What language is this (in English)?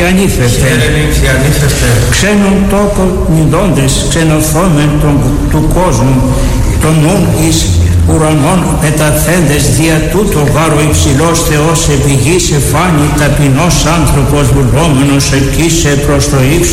Greek